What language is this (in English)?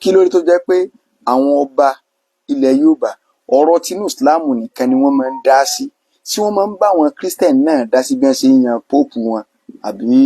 Yoruba